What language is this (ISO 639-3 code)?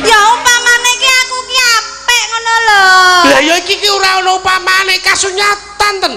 jav